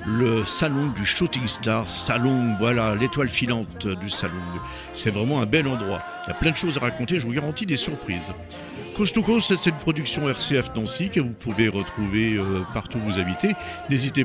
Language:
French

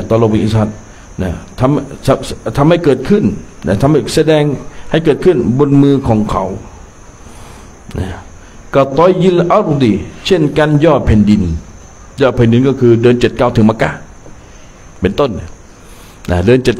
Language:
Thai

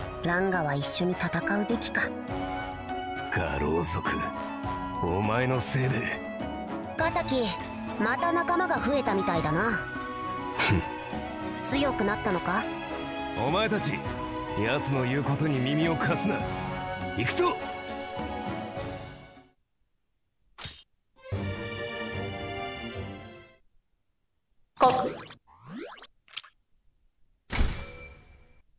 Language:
Japanese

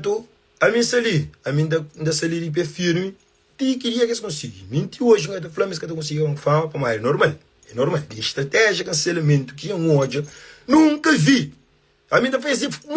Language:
Kabuverdianu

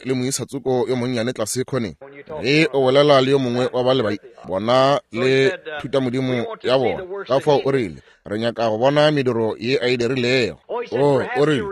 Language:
Northern Sotho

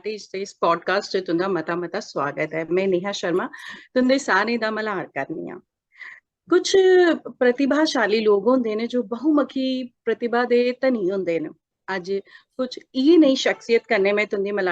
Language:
Dogri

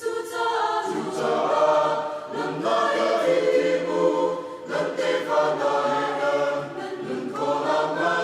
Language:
Hakha Chin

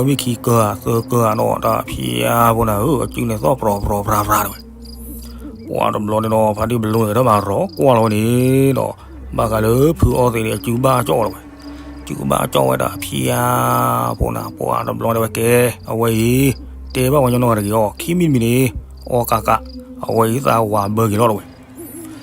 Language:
S'gaw Karen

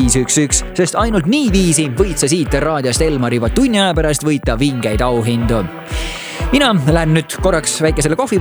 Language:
Estonian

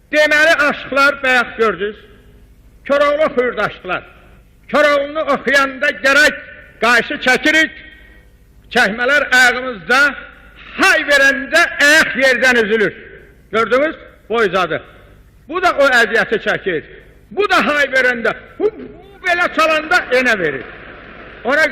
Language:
South Azerbaijani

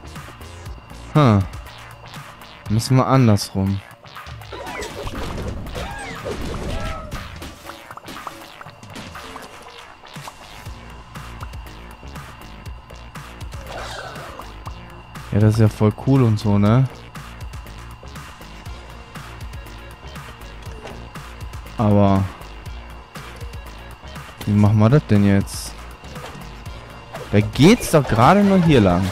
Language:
German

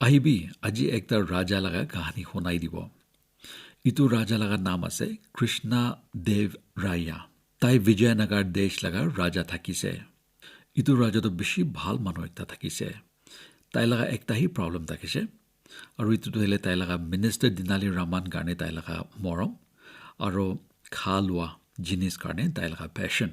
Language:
Naga Pidgin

